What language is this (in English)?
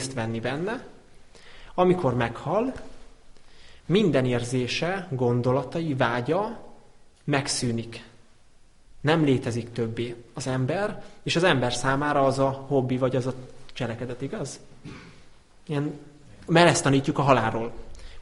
Hungarian